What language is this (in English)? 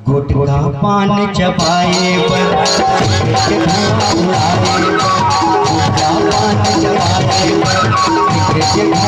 Chhattisgarhi